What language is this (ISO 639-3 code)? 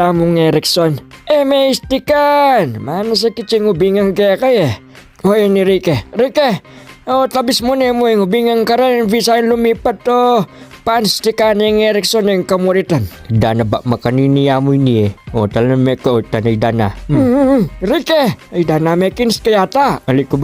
pam